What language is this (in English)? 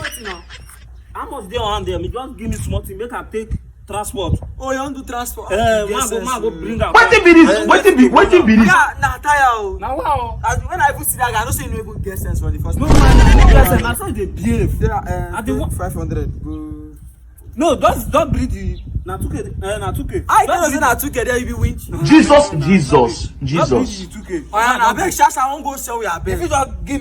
Nigerian Pidgin